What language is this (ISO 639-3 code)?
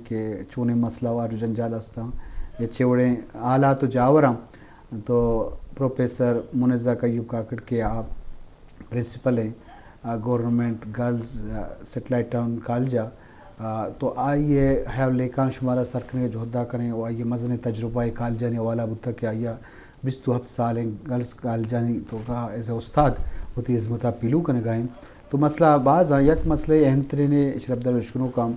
bgp